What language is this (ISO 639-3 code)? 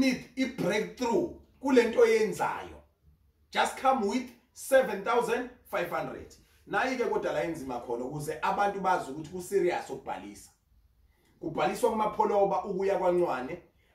zul